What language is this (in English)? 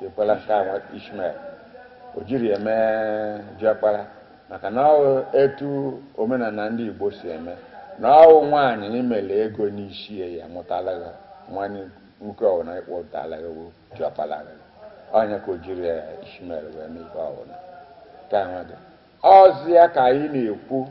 Igbo